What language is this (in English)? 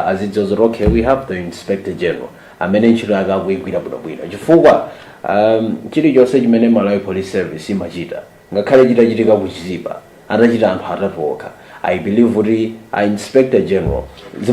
Nyanja